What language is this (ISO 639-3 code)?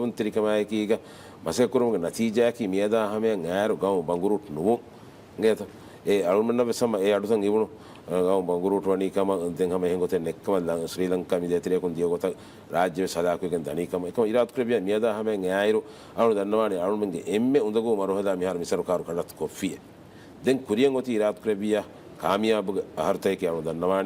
div